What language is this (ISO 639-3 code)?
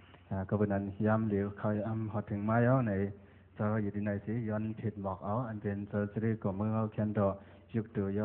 shn